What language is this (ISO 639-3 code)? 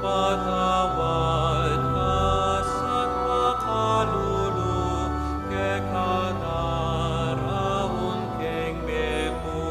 pam